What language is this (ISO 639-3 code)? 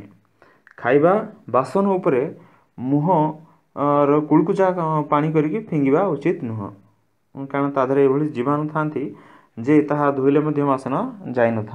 ori